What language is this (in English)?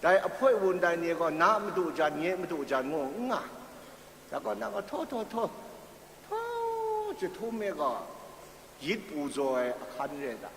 Kachin